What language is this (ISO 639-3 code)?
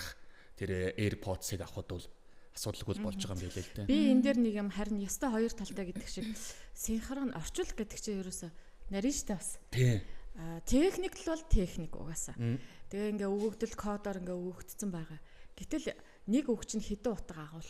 mon